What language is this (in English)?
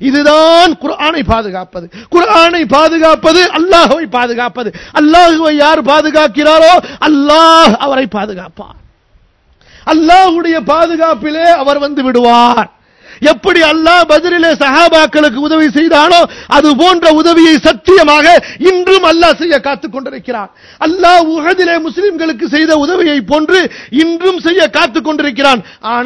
Tamil